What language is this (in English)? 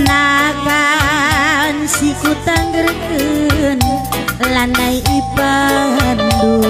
Batak Karo